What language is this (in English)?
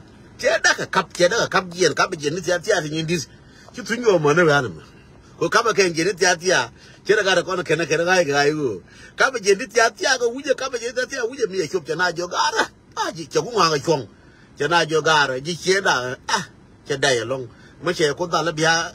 Nuer